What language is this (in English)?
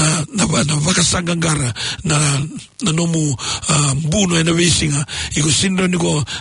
Fijian